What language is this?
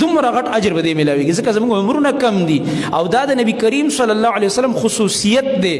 Pashto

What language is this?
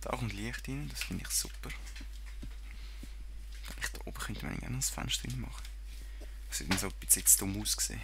Swiss German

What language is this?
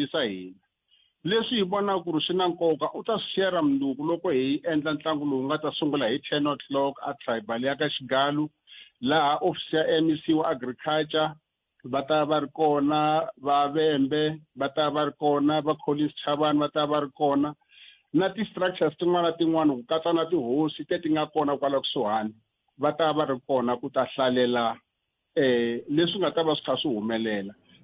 Tsonga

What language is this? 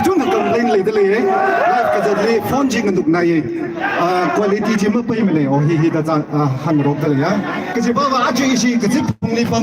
Tangkhul Naga (India)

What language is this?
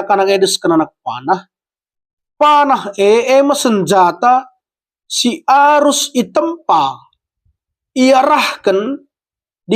Batak Karo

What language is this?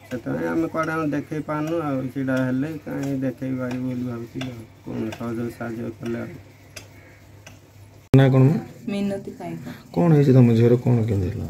Odia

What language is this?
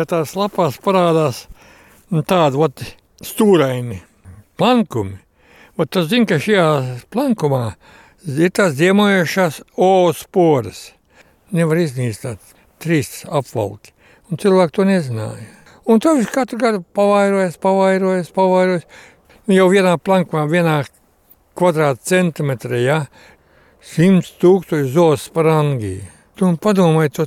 Latvian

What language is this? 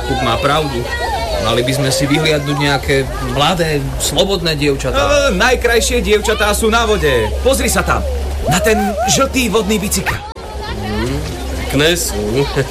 Slovak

